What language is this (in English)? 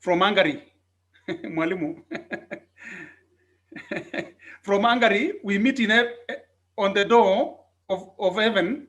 Kalenjin